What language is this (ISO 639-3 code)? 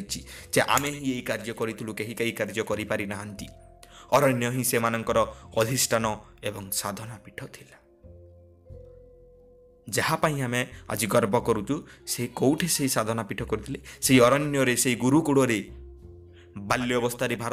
ori